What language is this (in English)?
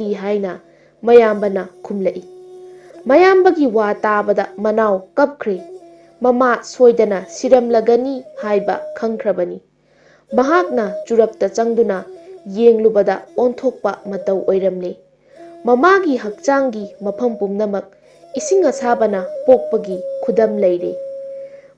Manipuri